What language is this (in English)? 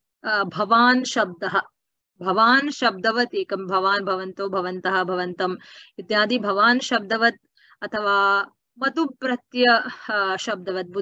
Sanskrit